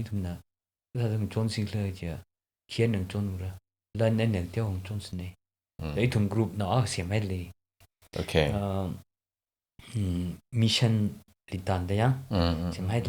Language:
Tangkhul Naga (India)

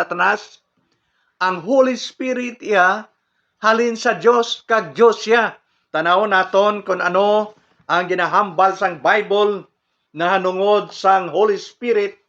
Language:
Hiligaynon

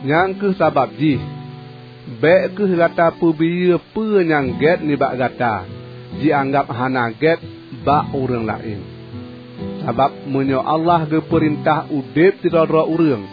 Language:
Achinese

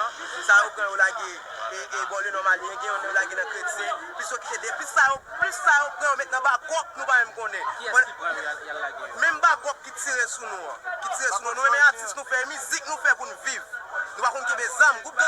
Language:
Haitian Creole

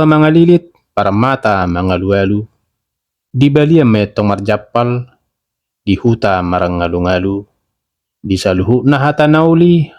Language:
Batak Toba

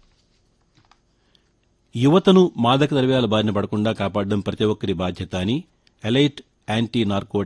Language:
Telugu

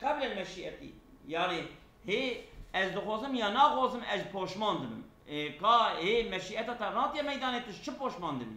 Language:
Kurdish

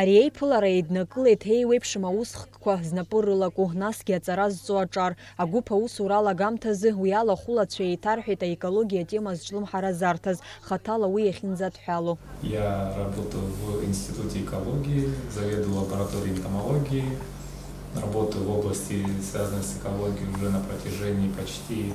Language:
Abkhazian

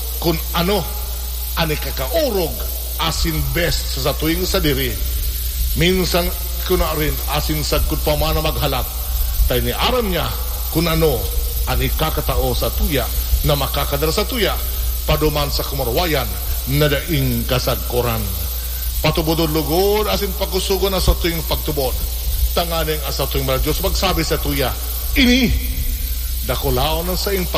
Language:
Bikol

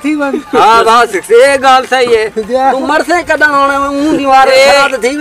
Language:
Saraiki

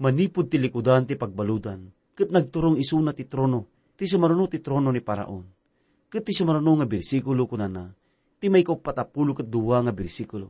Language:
Iloko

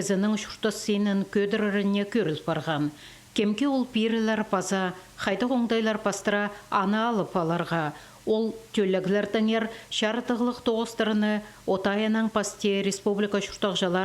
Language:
Khakas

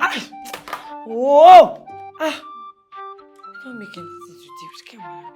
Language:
Nigerian Pidgin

